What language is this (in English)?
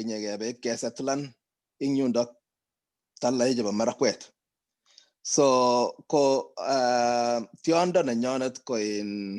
Kalenjin